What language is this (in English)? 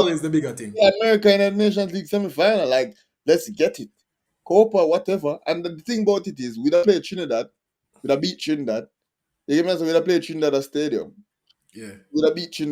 Jamaican Creole English